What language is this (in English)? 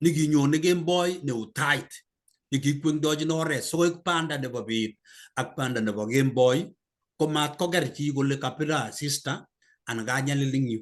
Kalenjin